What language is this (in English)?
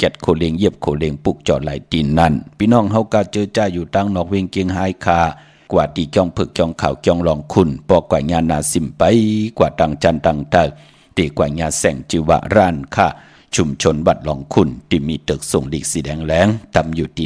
Shan